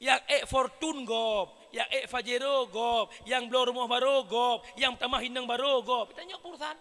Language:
Achinese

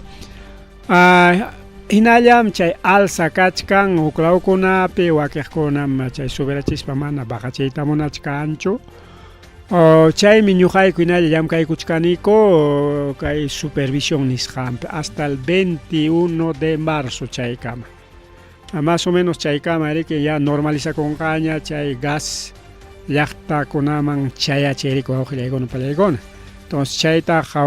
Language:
Ayacucho Quechua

